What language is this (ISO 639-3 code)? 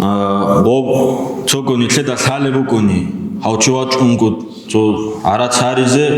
ava